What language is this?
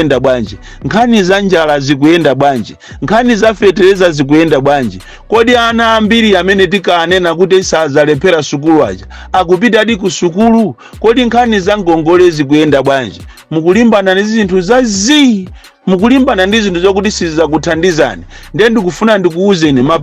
Nyanja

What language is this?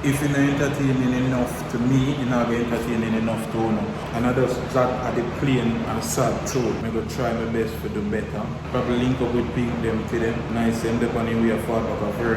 Jamaican Creole English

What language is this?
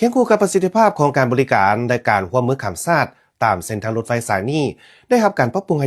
Lao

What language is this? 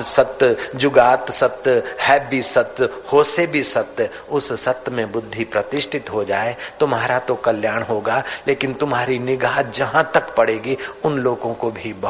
Hindi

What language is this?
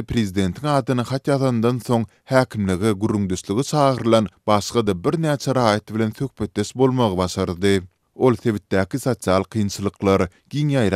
Turkmen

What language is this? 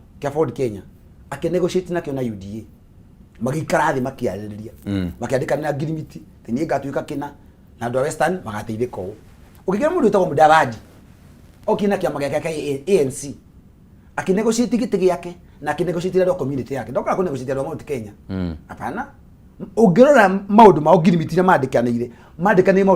Kikuyu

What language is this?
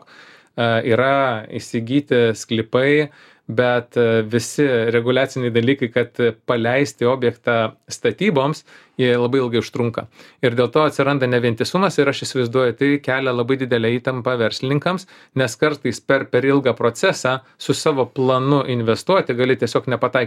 Lithuanian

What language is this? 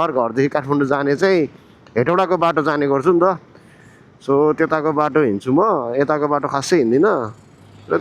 Nepali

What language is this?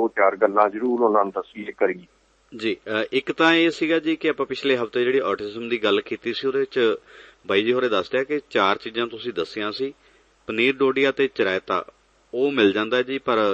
Punjabi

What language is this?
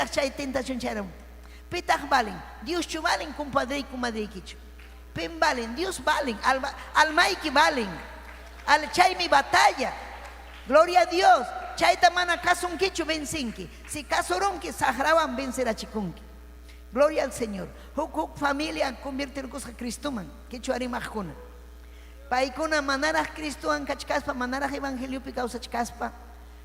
Ayacucho Quechua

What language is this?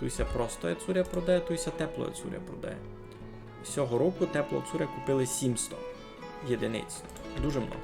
Rusyn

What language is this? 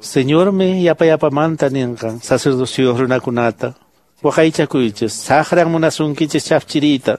Quechua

